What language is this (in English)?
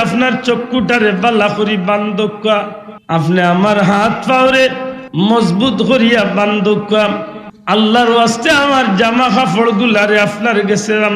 Sylheti